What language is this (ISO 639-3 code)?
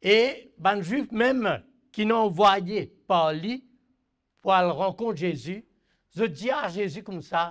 mfe